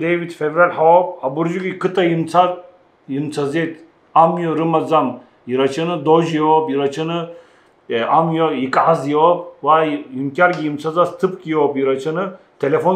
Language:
Abkhazian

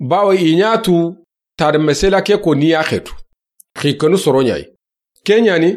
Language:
Soninke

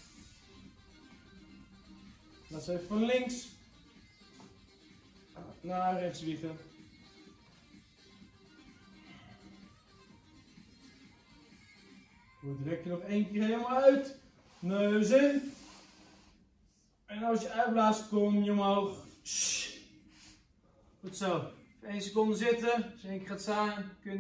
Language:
Dutch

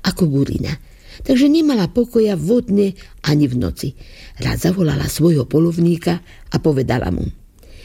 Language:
Slovak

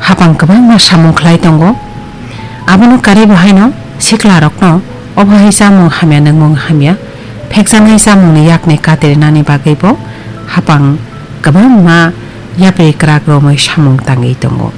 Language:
Kok Borok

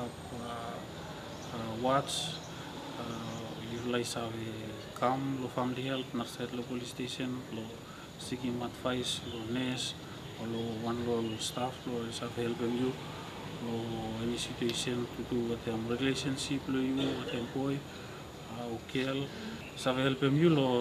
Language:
Bislama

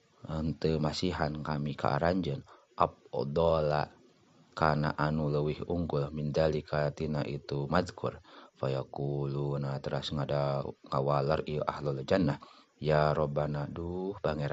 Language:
Sundanese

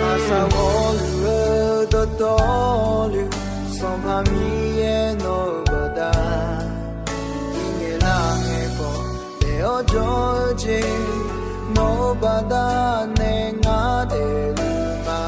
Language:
Akha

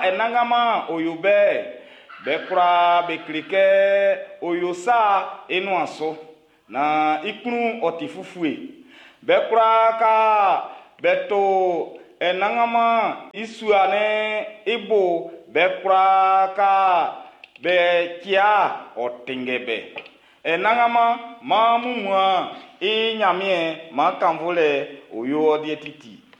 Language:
Baoulé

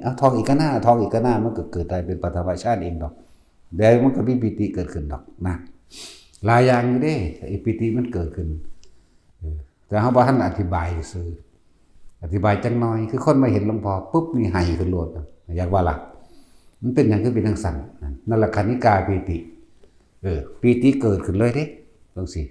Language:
Northeastern Thai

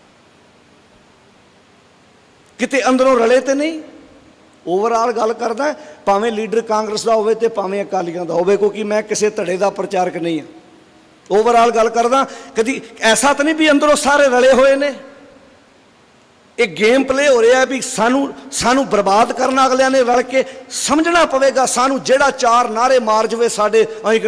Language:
Punjabi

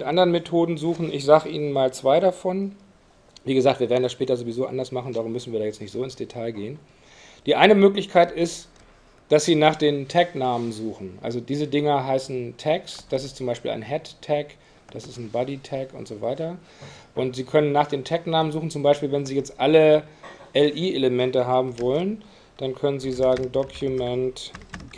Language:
German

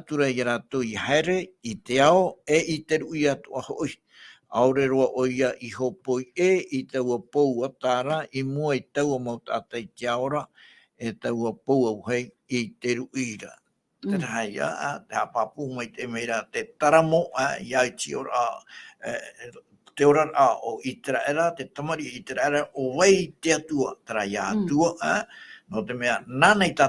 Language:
Tahitian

